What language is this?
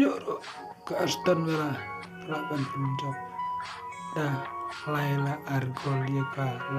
Khasi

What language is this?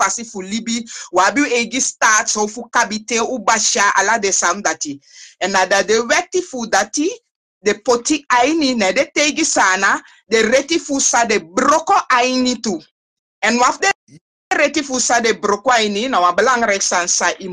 Sranan Tongo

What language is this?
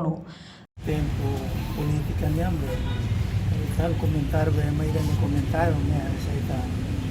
Tetum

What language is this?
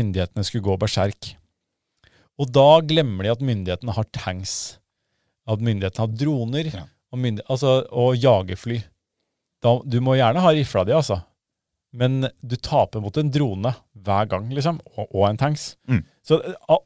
Norwegian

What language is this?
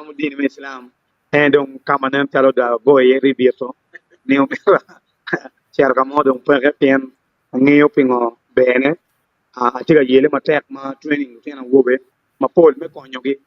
Acoli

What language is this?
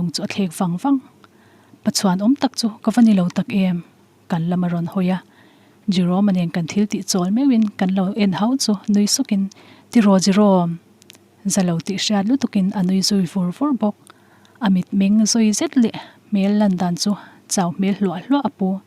Mizo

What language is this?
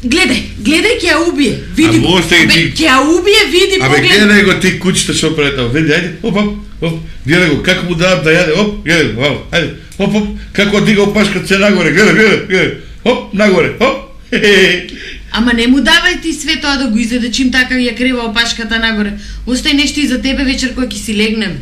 Macedonian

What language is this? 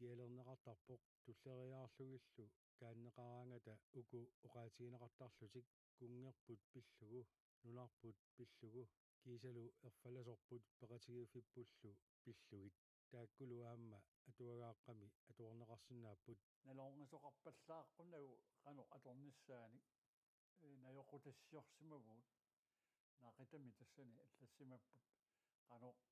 Kalaallisut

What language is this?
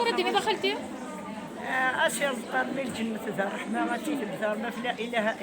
Kabyle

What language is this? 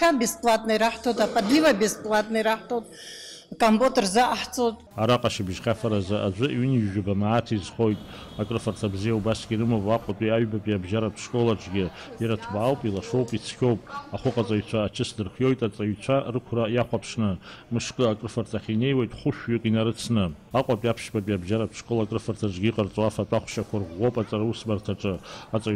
Abkhazian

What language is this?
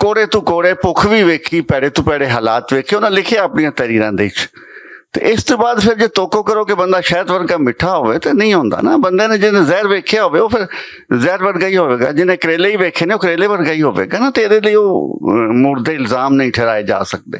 Western Panjabi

